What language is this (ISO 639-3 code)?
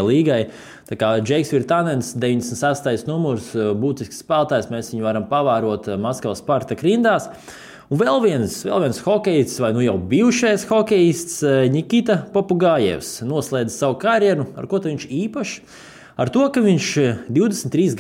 lav